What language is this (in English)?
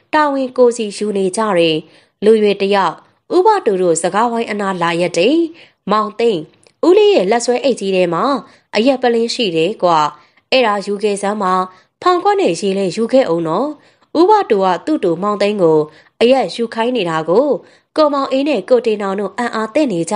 Burmese